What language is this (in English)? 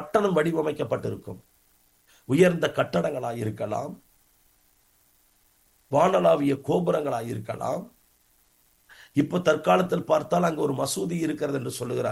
Tamil